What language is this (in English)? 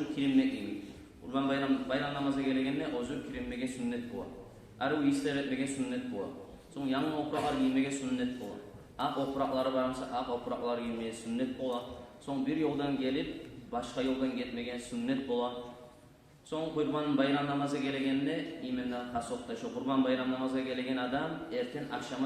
Kumyk